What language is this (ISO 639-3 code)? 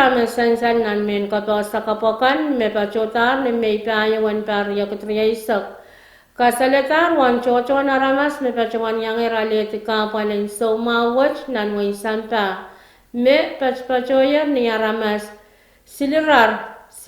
pon